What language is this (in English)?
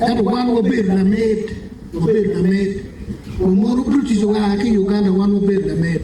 Acoli